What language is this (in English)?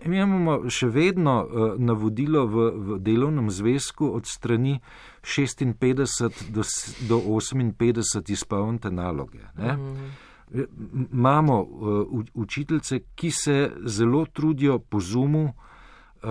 Slovenian